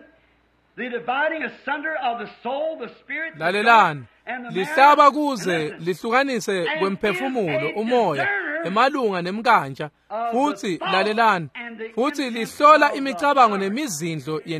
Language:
Swati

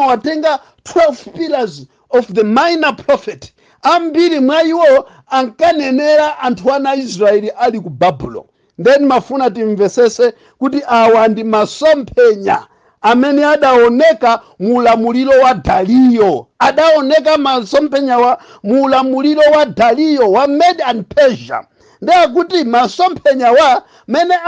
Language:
Nyanja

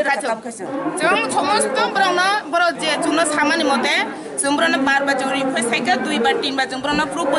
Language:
Kok Borok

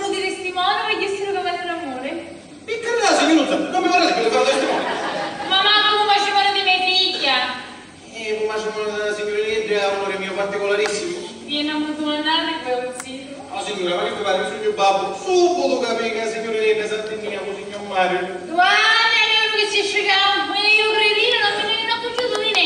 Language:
Sicilian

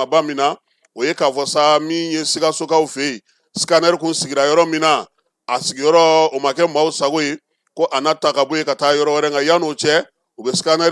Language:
Bambara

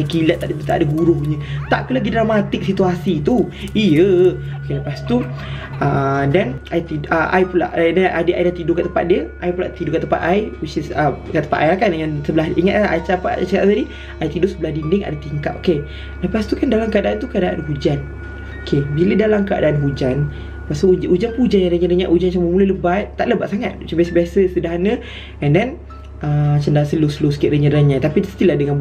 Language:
Malay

